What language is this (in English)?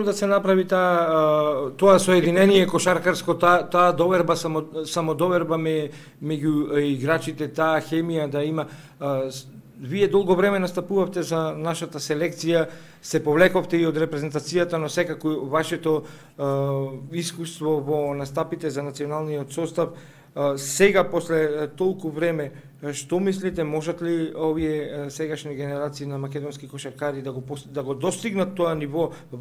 Macedonian